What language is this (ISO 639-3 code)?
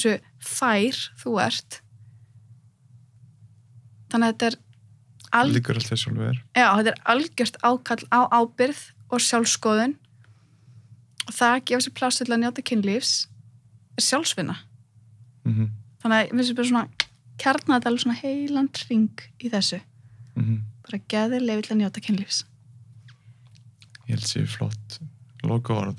isl